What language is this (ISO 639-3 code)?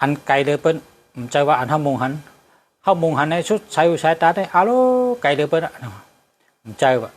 shn